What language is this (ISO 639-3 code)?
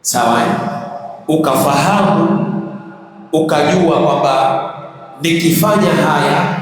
swa